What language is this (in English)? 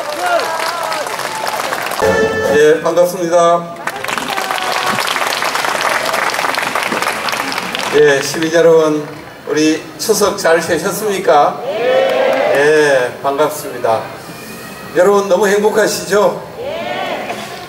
Korean